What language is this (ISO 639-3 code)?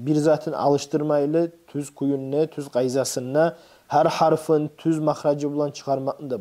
kum